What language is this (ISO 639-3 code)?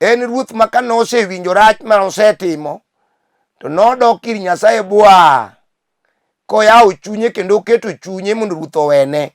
luo